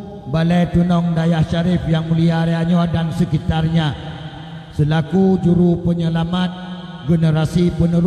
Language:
Achinese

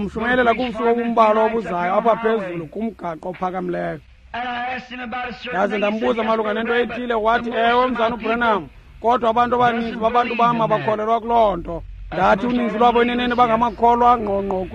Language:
Xhosa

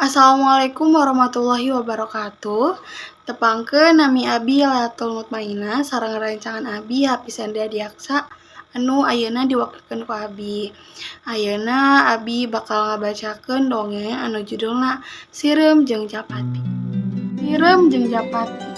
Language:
Sundanese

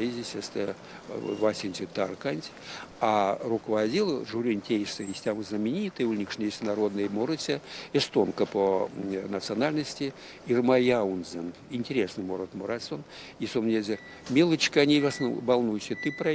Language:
Erzya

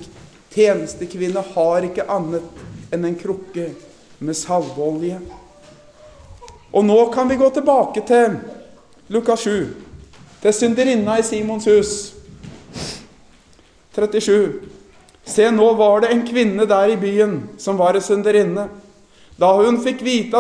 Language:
Norwegian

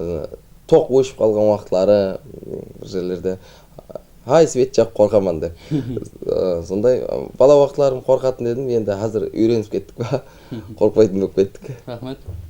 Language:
Kara-Kalpak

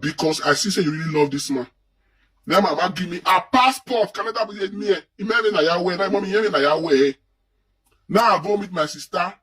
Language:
Nigerian Pidgin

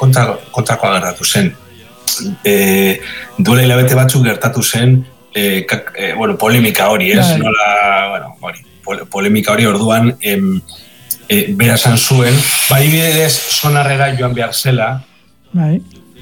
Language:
Basque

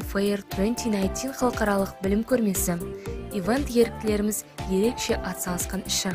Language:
Kazakh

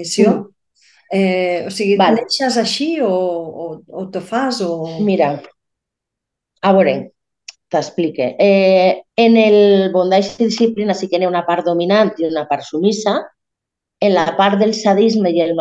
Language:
Catalan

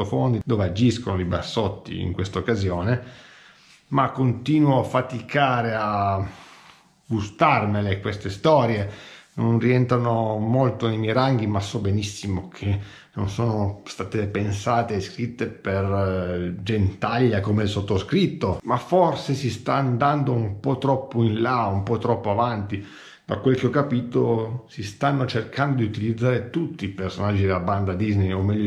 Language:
Italian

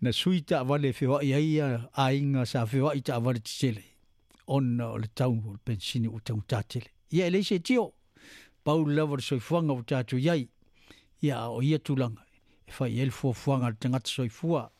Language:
Samoan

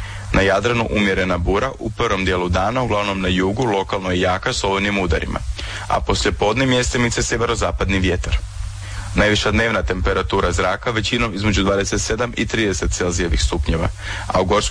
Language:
Croatian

